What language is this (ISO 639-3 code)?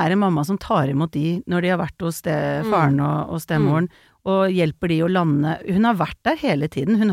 nor